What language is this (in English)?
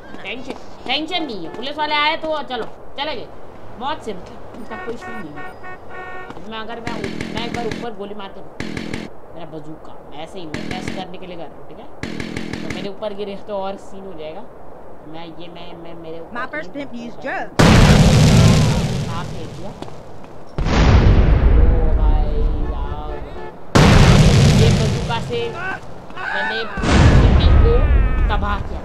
Hindi